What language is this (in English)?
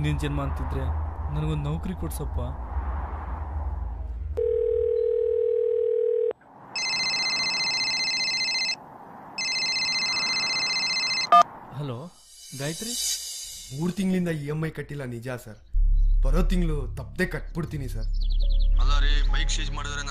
Kannada